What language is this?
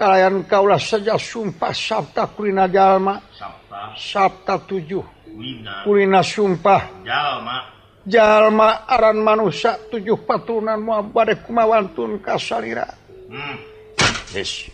Sundanese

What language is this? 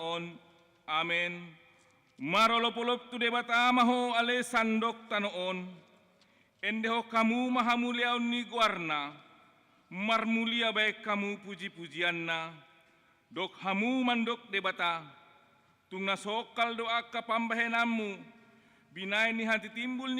Batak Toba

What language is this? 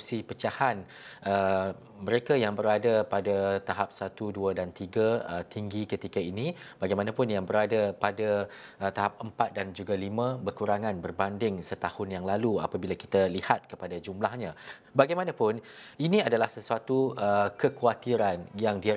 Malay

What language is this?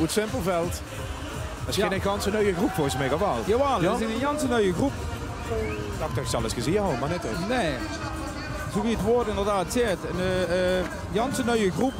Limburgish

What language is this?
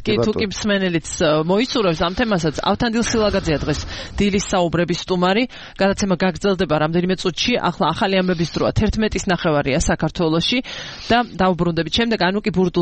Georgian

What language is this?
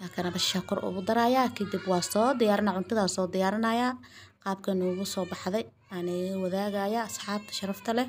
Somali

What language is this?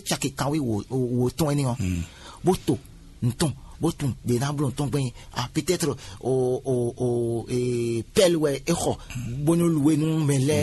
Fon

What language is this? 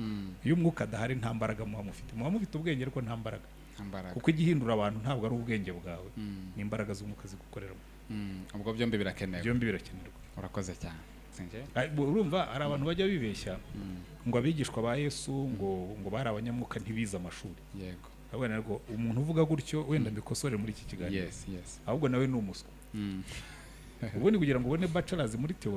Kinyarwanda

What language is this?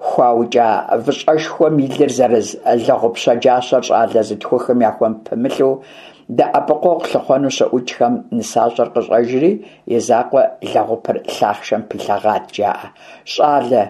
Kabardian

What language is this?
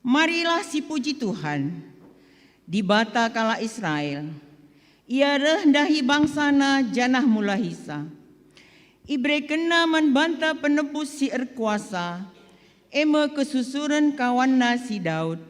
Batak Karo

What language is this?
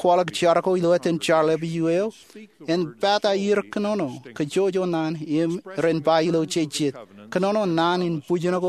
Marshallese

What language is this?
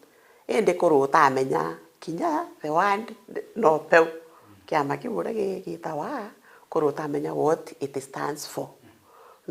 Meru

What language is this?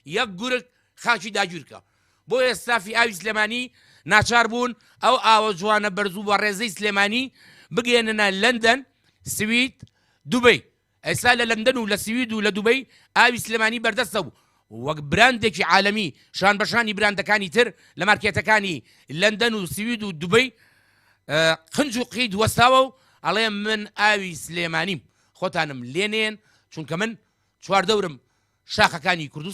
Central Kurdish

